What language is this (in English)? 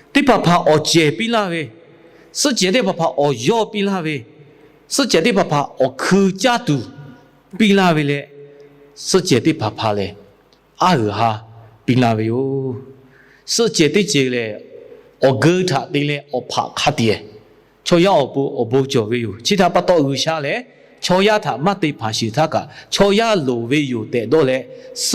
Lahu